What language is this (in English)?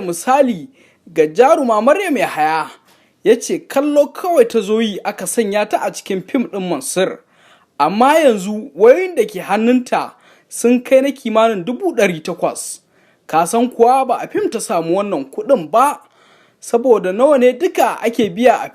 Hausa